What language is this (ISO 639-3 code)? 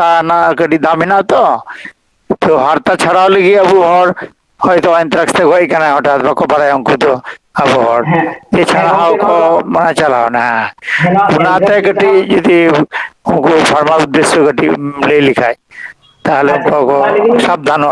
sat